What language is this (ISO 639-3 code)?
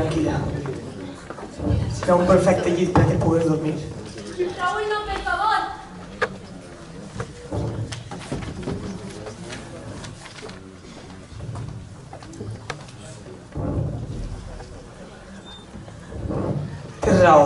cat